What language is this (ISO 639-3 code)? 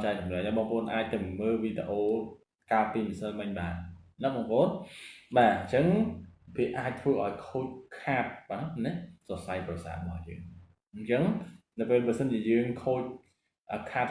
khm